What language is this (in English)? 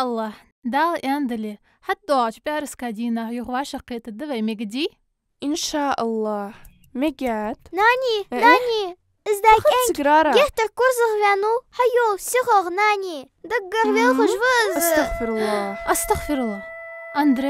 Ingush